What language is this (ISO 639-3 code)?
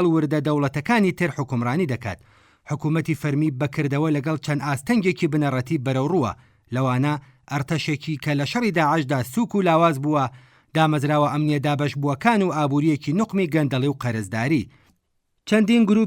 ckb